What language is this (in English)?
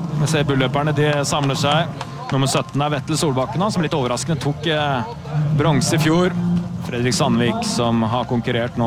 Norwegian